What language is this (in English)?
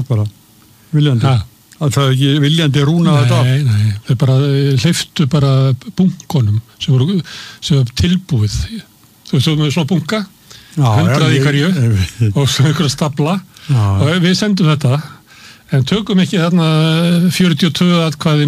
Icelandic